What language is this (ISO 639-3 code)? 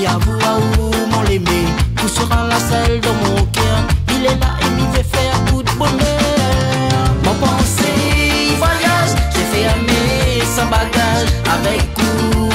rcf